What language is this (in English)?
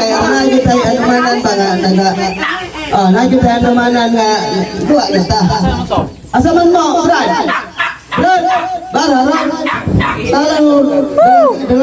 Cebuano